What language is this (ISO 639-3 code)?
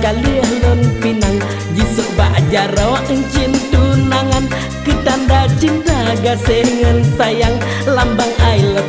ace